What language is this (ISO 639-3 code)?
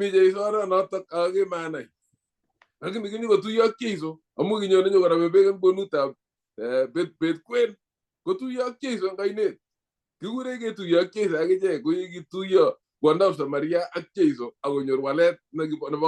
kln